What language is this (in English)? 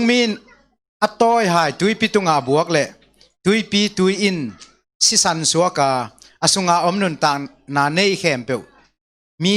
Tedim Chin